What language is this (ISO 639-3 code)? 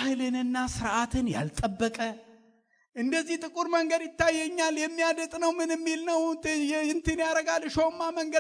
amh